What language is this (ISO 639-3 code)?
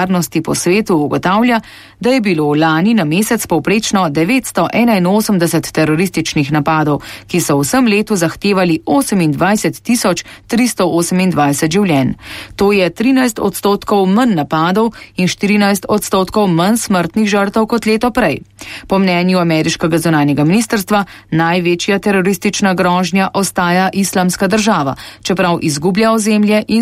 slv